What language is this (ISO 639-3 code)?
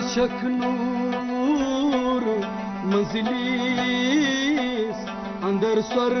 kas